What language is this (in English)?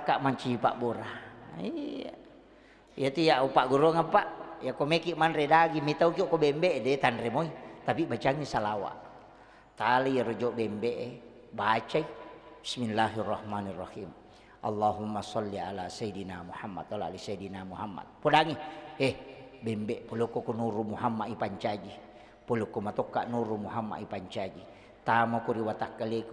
Buginese